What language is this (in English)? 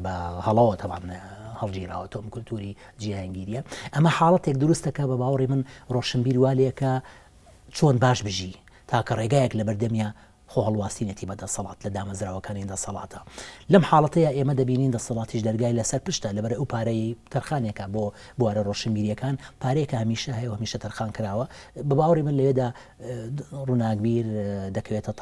Central Kurdish